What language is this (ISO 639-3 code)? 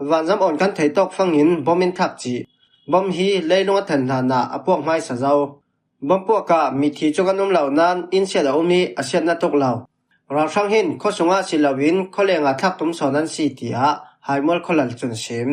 cfm